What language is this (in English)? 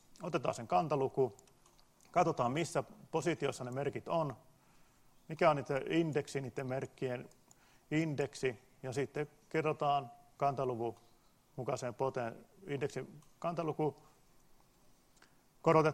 Finnish